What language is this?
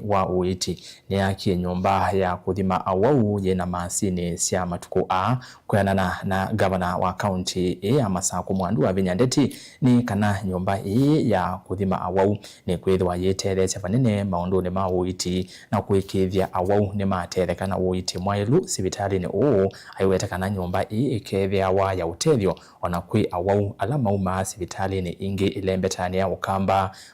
Kamba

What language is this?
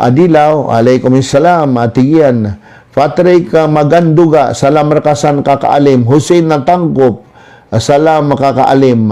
Maranao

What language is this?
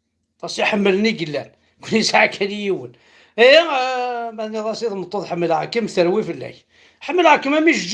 Kabyle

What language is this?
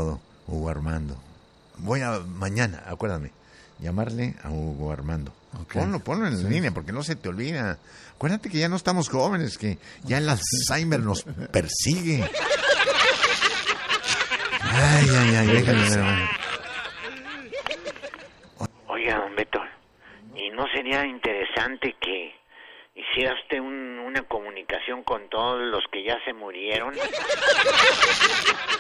Spanish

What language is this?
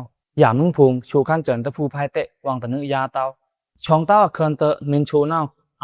Pa'o Karen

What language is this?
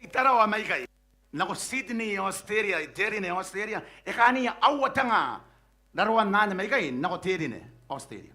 Gilbertese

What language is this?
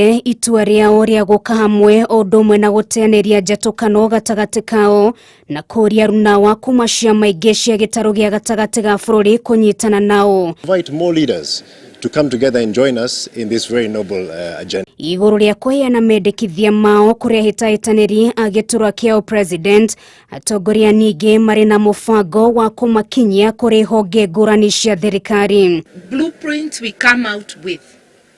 Kikuyu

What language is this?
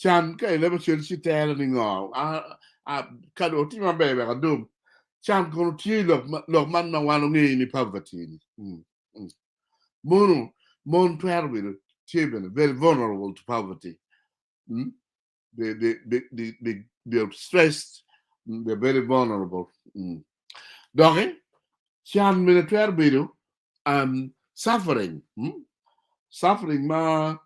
Acoli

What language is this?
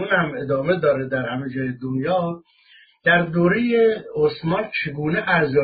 Persian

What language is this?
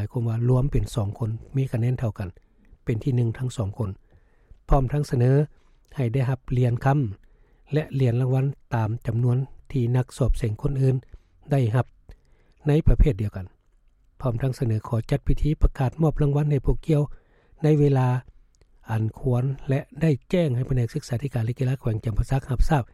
Lao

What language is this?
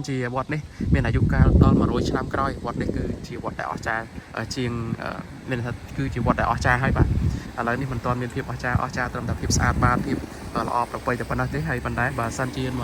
Khmer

